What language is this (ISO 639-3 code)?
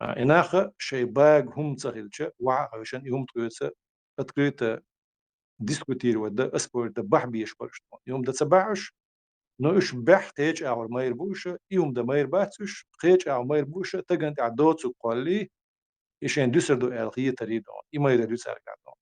che